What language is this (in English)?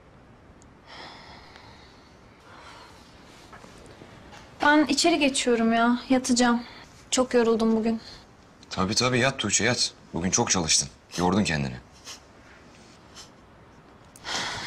Turkish